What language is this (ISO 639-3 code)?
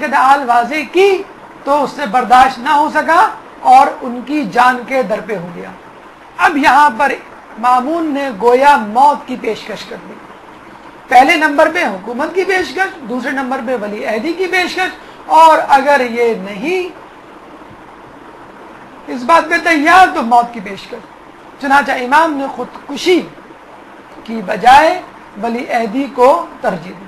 urd